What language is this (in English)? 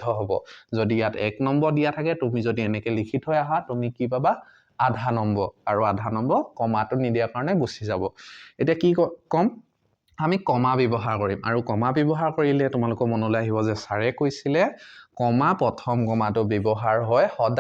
Assamese